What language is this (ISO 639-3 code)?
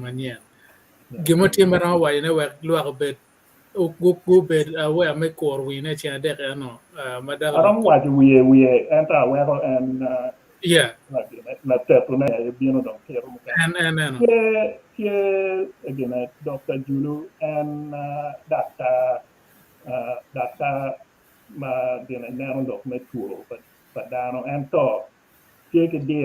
ach